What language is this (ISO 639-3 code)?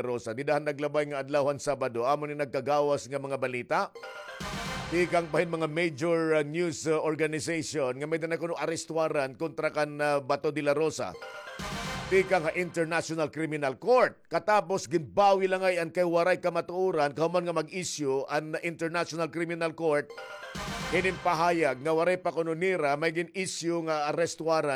war